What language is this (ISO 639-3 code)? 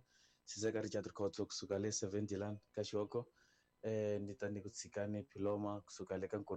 tso